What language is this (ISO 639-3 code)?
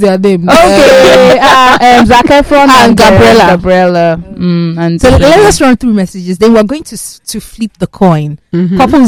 eng